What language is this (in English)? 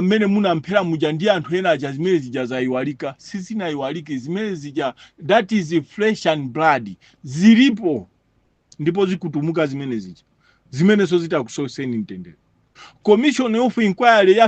Nyanja